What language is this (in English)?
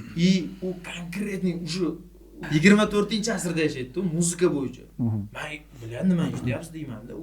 Uzbek